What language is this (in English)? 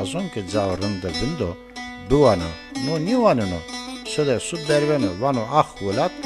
Zaza